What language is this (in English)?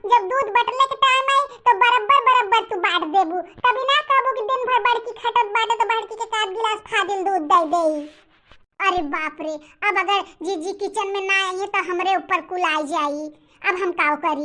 Bhojpuri